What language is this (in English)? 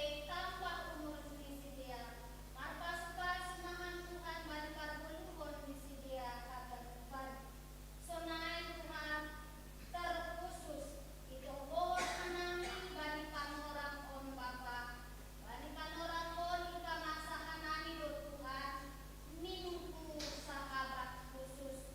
Batak Simalungun